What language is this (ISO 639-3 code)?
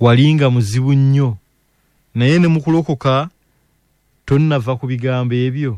lug